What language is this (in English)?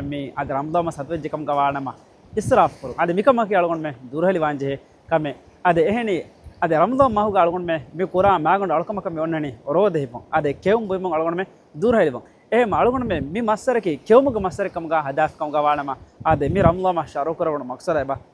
Divehi